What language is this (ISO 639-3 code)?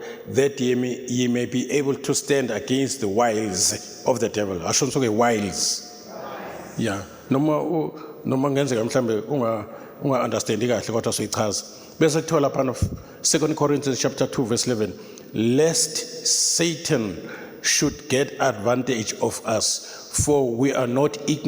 zul